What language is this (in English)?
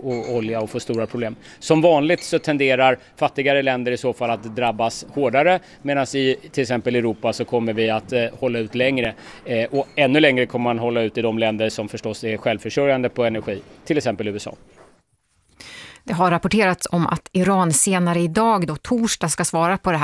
Swedish